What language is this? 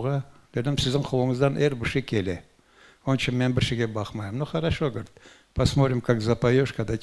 Crimean Tatar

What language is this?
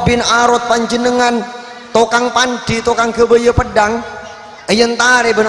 Madurese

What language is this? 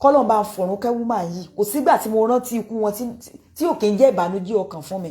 Yoruba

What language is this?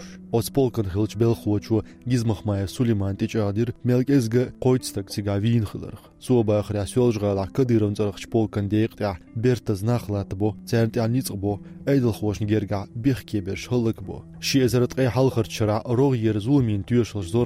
Chechen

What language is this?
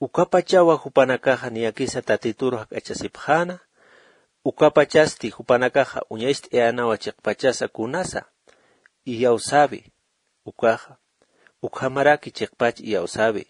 Aymara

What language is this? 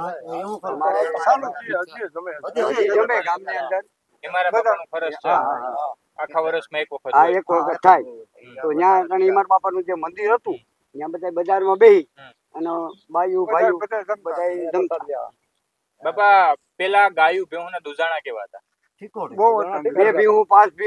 Gujarati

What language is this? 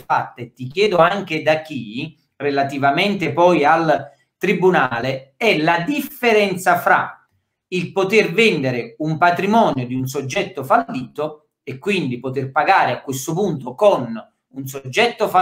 Italian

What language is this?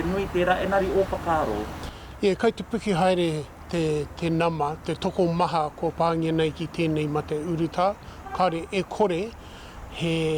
Māori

